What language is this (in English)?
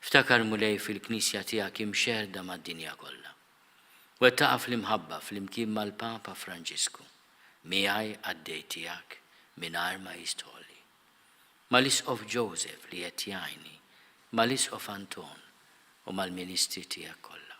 Maltese